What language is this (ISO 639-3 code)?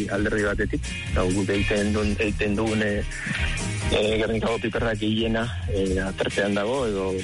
eus